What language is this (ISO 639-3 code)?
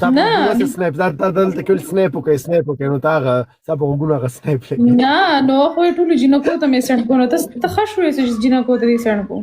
pus